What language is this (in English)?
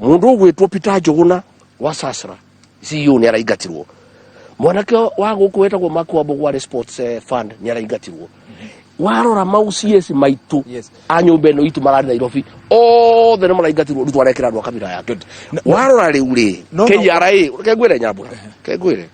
Kikuyu